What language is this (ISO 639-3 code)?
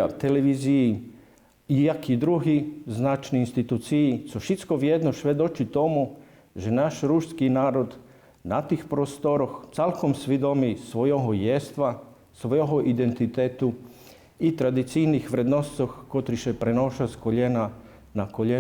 rue